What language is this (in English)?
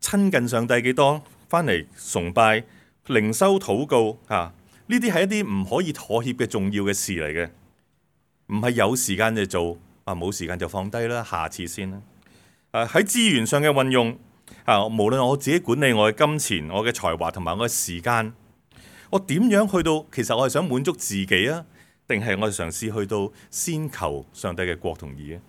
Cantonese